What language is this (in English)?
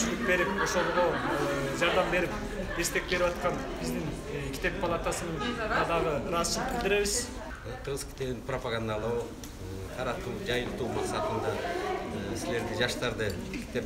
Kyrgyz